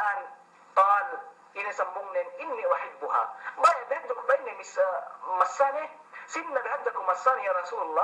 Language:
Yakan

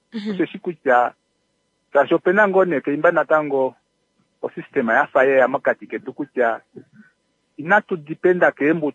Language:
Kuanyama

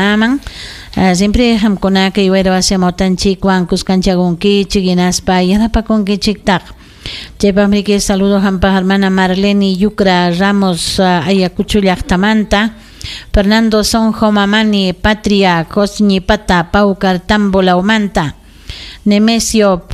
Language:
Ayacucho Quechua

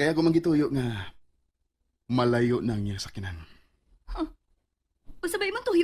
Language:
Cebuano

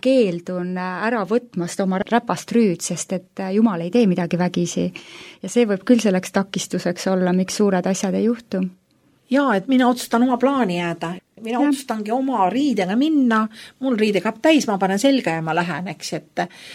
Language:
Estonian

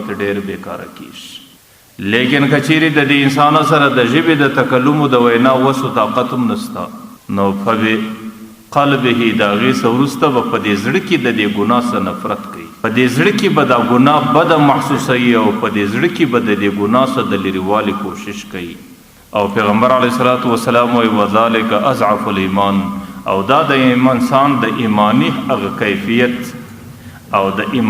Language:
Pashto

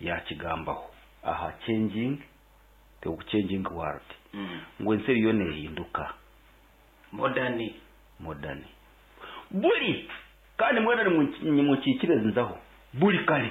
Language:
Nyankole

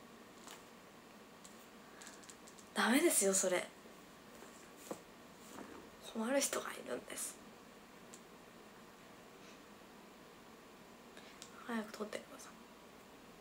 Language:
Japanese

